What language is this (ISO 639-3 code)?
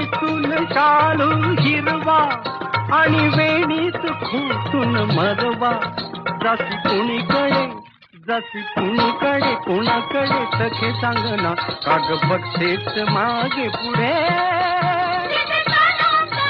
mar